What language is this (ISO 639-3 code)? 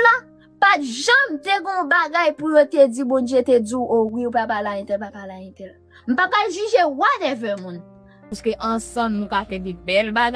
hat